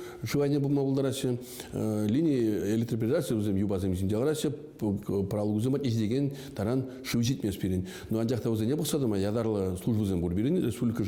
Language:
Chuvash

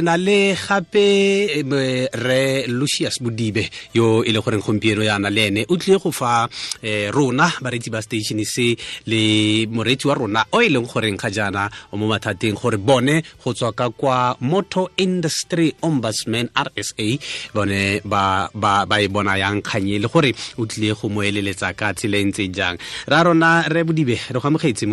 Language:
Tswana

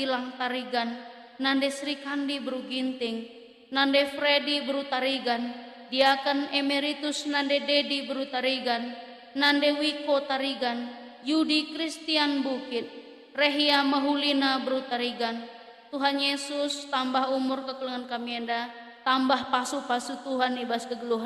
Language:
Batak Karo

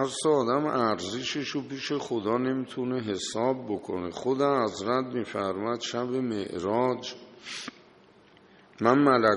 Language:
Persian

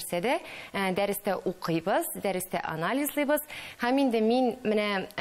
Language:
Tatar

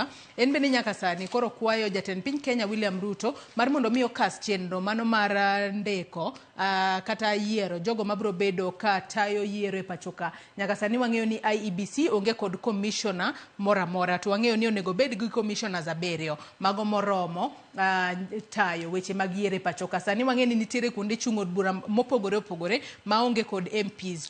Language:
Luo (Kenya and Tanzania)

